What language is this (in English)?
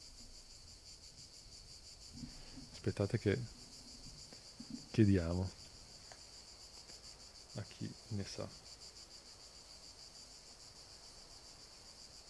Italian